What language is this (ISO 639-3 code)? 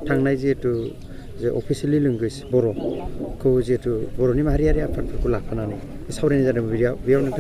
brx